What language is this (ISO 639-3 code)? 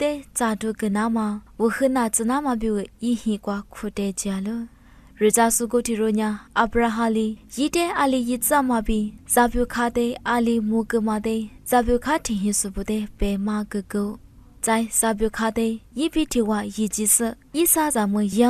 lis